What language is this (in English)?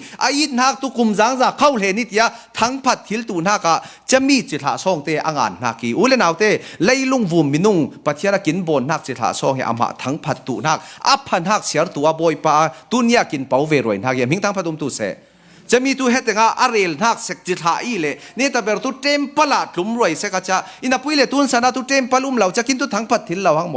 Falam Chin